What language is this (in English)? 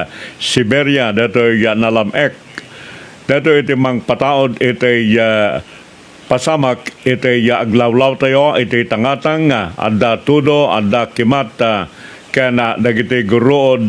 Iloko